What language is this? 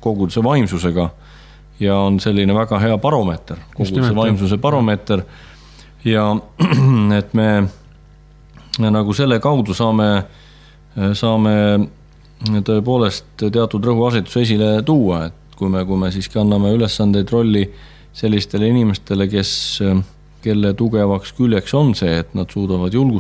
Estonian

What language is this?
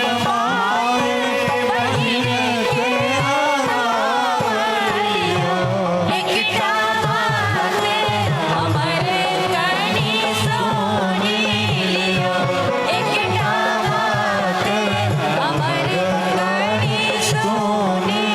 Maithili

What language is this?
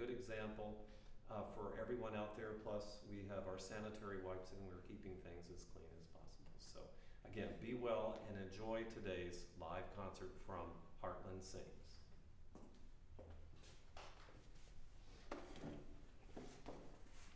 English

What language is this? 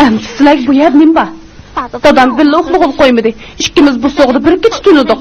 Uyghur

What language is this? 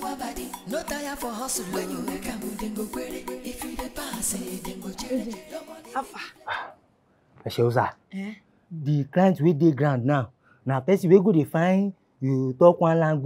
Nigerian Pidgin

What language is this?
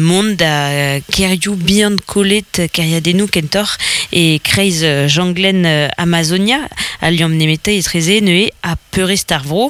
Breton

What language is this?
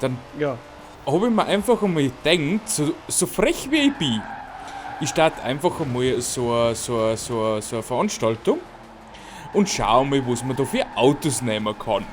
Bavarian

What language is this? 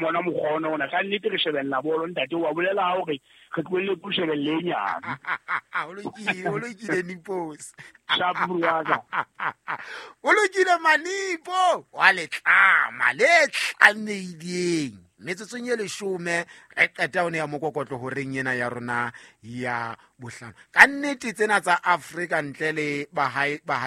Southern Sotho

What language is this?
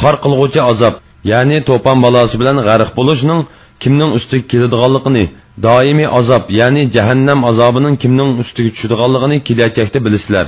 Uyghur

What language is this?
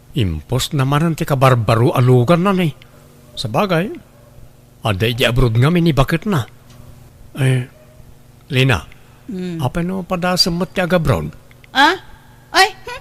Iloko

